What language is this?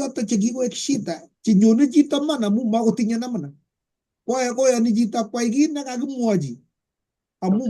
Kalenjin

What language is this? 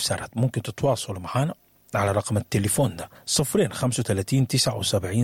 Sudanese Arabic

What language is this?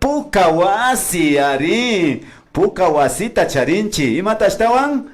Imbabura Highland Quichua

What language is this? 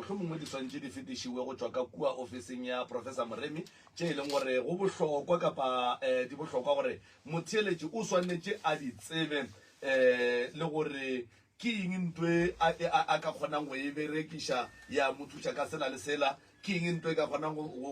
Northern Sotho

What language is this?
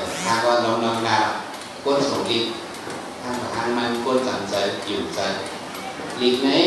Shan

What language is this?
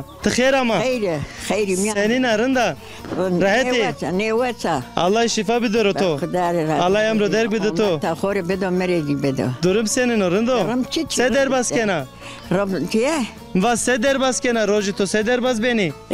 Zaza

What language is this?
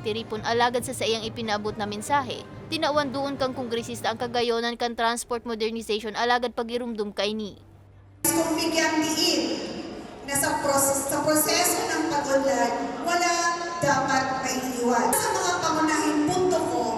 Bikol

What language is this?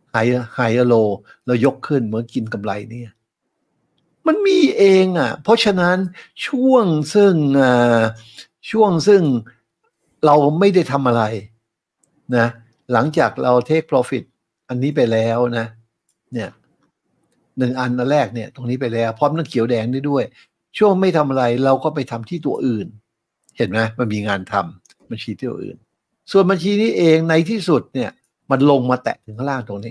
Thai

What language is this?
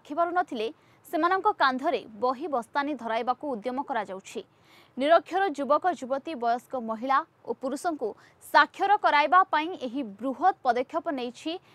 Odia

